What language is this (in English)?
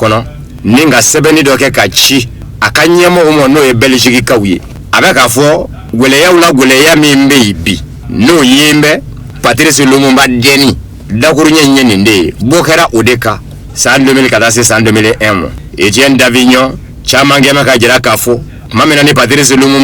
Bambara